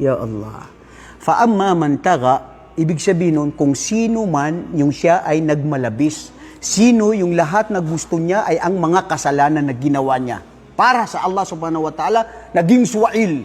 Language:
Maranao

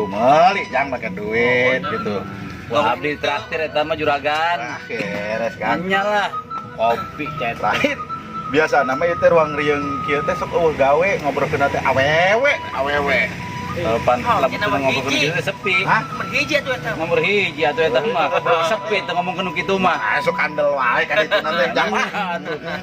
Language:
Sundanese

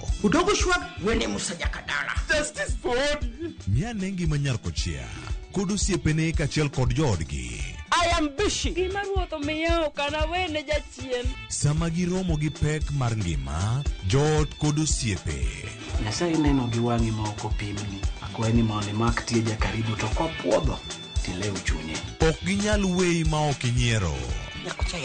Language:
Luo (Kenya and Tanzania)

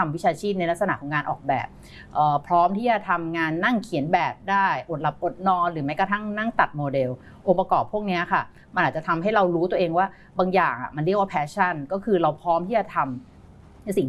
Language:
Thai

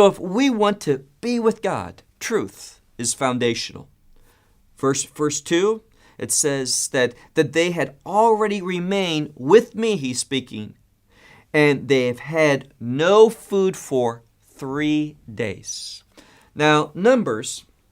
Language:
English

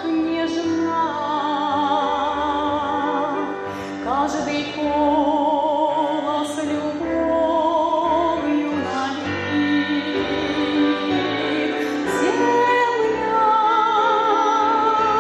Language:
Slovak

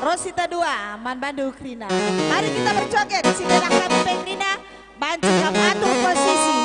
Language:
Batak Karo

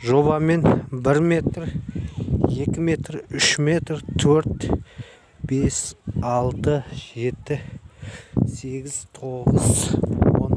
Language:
Kazakh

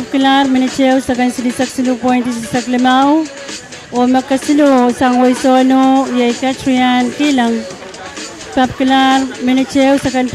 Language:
Pohnpeian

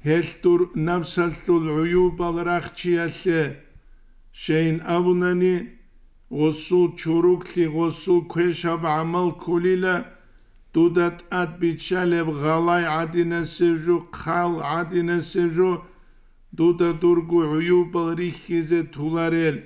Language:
Avaric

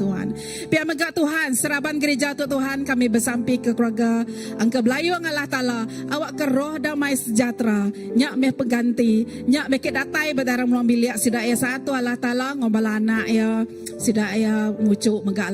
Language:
Iban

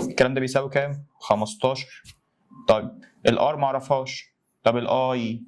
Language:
Egyptian Arabic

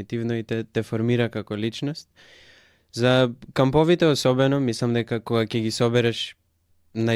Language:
Macedonian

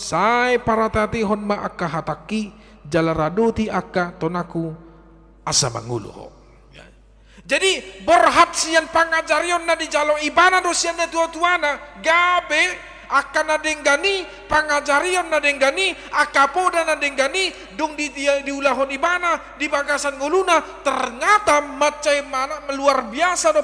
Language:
Batak Toba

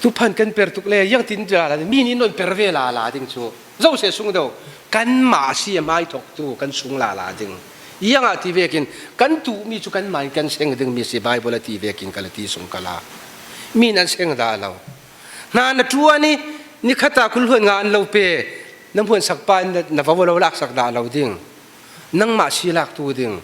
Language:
Falam Chin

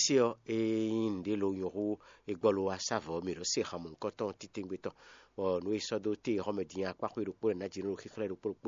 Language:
Fon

